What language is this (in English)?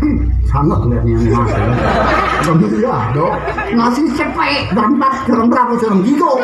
Betawi